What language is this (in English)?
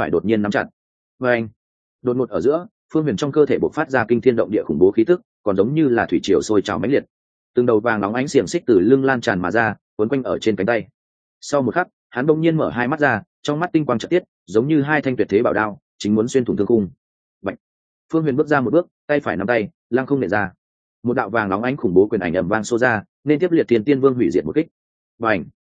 Vietnamese